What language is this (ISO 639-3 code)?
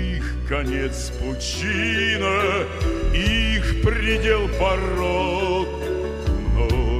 rus